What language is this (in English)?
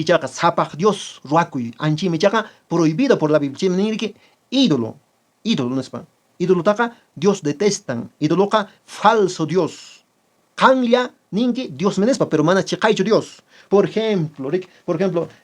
Quechua